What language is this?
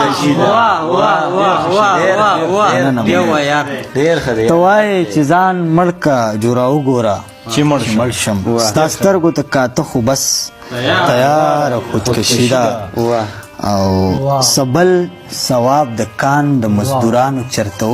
Pashto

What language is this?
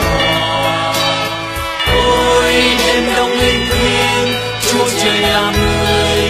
Vietnamese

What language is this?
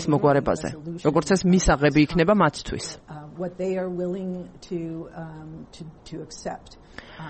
Georgian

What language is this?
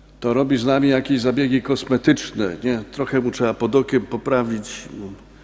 Polish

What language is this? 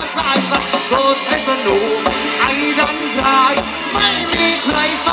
Thai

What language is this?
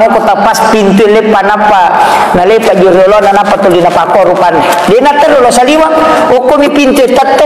Buginese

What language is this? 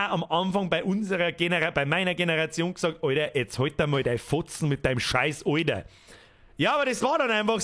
Bavarian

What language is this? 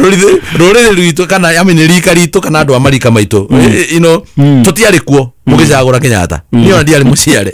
Kikuyu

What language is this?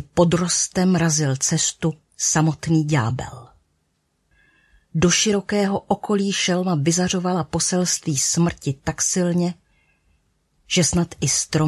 Czech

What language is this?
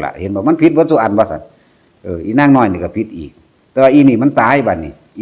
Northeastern Thai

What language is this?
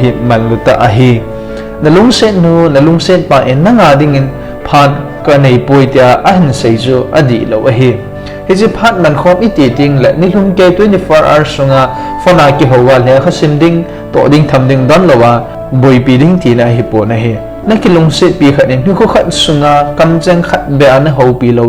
Thado Chin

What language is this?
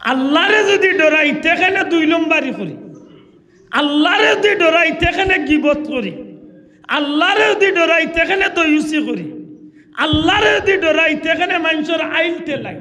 Sylheti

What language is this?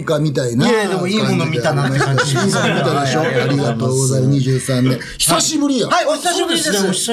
Japanese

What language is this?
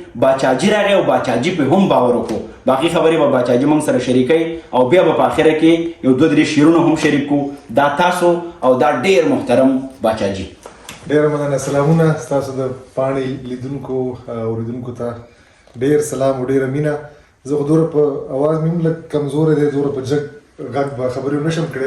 Pashto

